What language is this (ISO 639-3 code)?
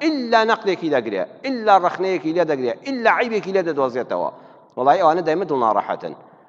ckb